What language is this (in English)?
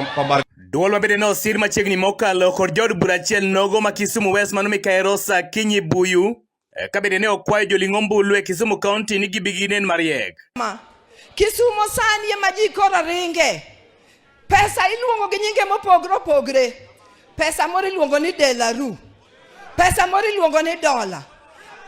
Luo (Kenya and Tanzania)